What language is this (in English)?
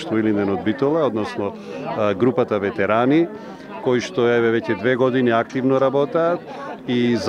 Macedonian